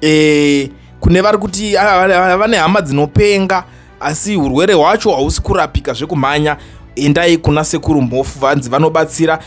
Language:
Shona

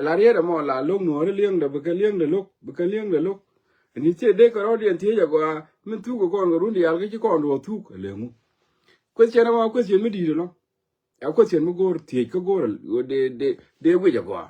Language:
Nuer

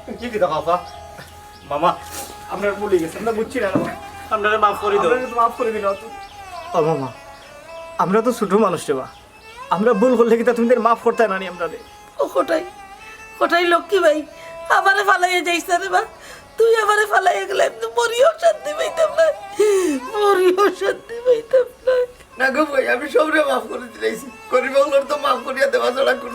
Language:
Sylheti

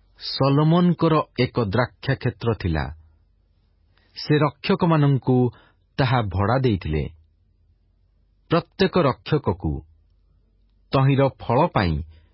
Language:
Odia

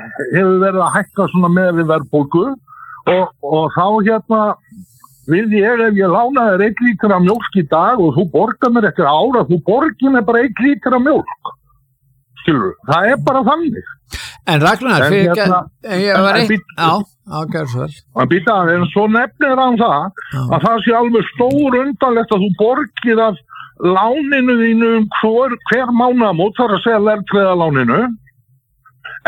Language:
Icelandic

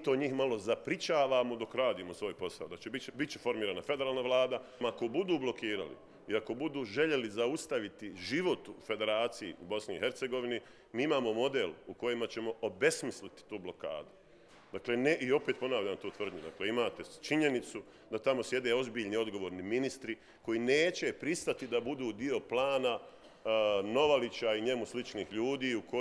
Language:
Bosnian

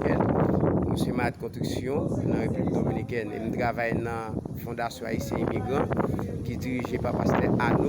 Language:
Haitian Creole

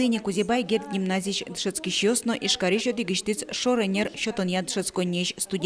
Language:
Udmurt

